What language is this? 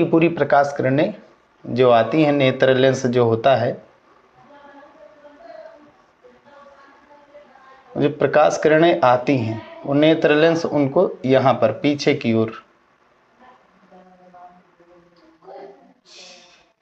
Hindi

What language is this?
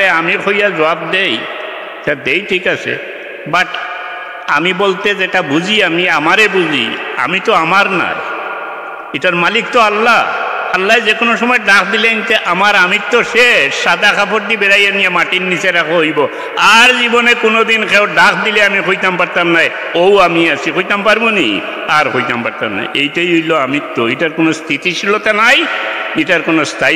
Sylheti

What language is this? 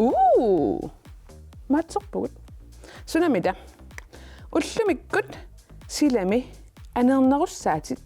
Kalaallisut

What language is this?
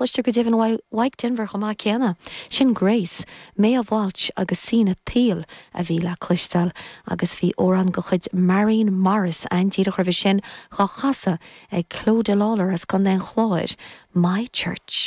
Irish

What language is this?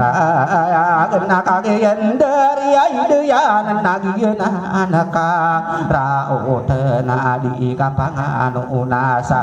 Maranao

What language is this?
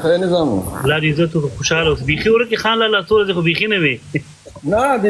Pashto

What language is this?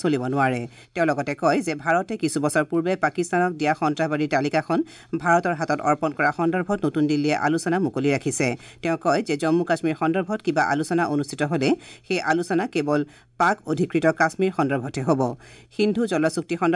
Assamese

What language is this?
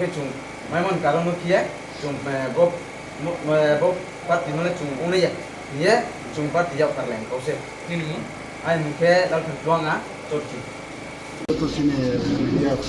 Kok Borok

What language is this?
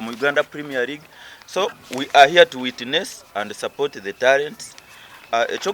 Nyankole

